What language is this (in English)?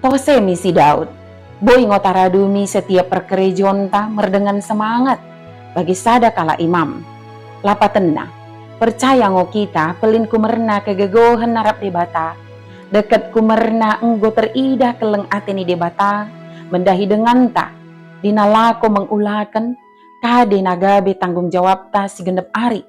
Batak Dairi